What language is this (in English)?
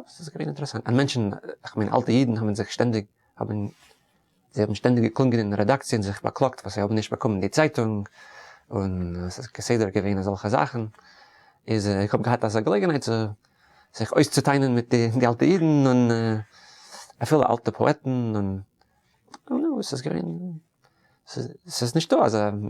Yiddish